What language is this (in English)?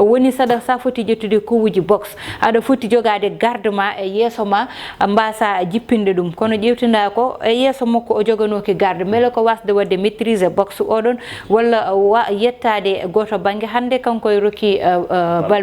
Fula